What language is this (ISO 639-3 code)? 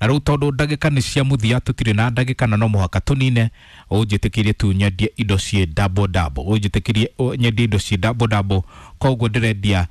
kik